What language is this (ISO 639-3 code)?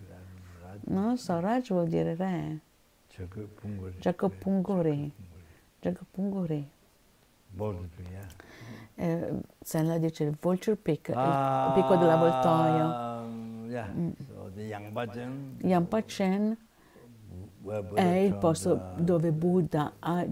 ita